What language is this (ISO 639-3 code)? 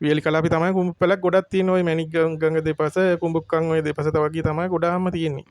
sin